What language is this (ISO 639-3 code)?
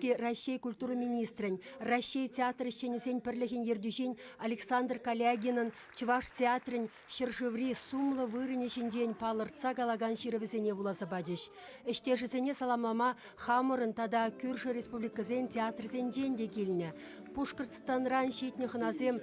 chv